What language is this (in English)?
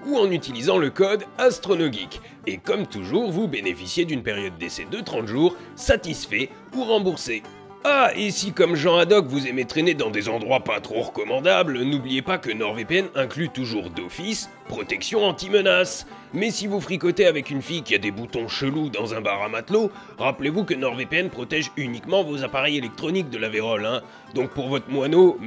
French